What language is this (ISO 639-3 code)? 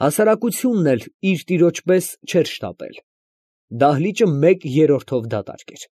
hye